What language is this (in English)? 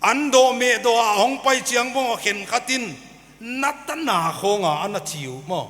Paite Chin